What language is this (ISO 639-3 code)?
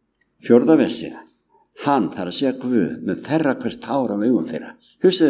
isl